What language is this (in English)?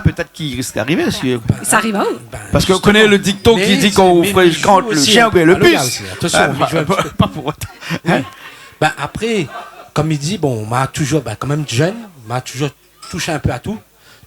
Réunion Creole French